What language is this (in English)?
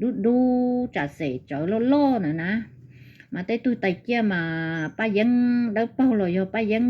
Hmong